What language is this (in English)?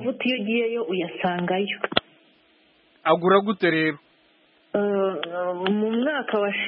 Kinyarwanda